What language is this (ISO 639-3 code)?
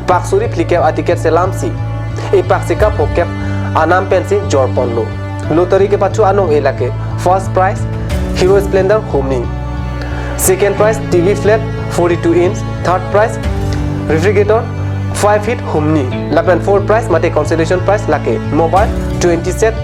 mjw